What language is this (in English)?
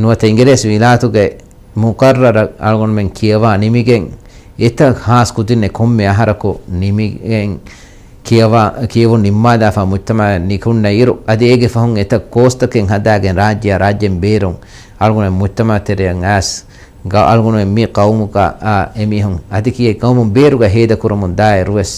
Divehi